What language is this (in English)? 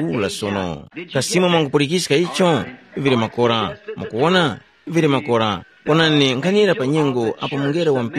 Tumbuka